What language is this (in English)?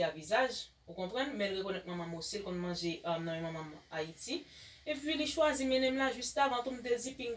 Haitian Creole